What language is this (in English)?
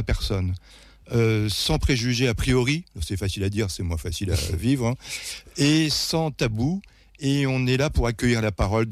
French